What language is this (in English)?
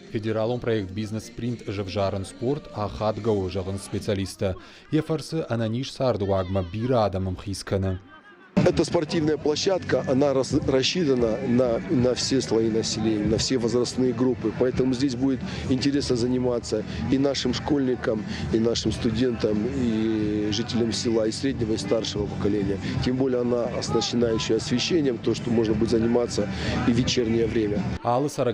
Ossetic